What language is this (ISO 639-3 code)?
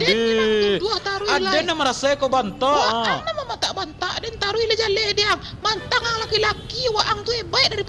min